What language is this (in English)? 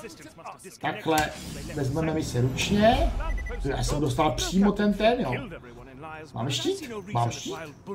Czech